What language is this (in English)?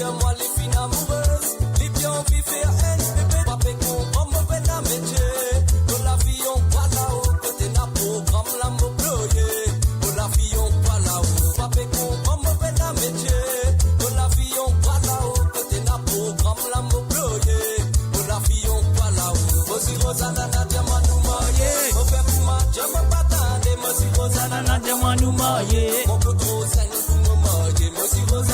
Morisyen